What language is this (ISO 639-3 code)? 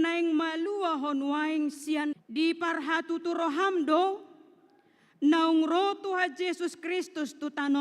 bbc